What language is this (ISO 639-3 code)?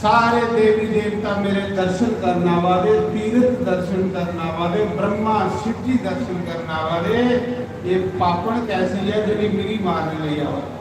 doi